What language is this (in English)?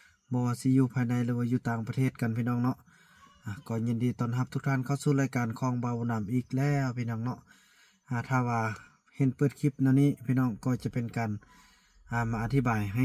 Lao